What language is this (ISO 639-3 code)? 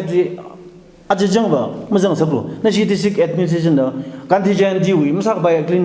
nmf